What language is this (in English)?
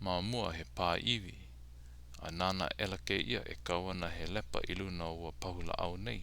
Hawaiian